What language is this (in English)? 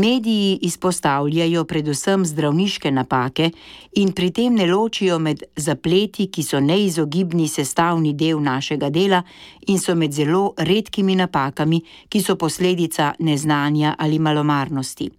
Slovenian